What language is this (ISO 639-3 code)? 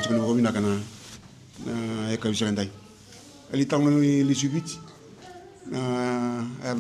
fij